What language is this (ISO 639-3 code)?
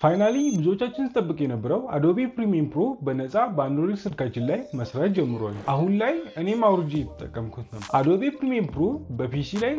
amh